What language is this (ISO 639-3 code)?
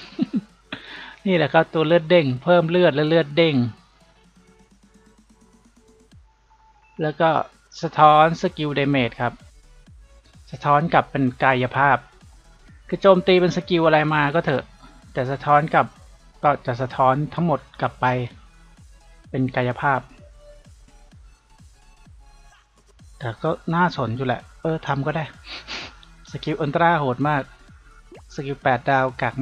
tha